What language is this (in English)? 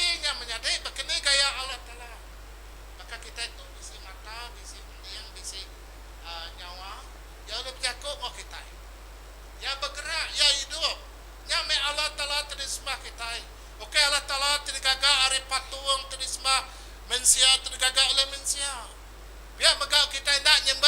Iban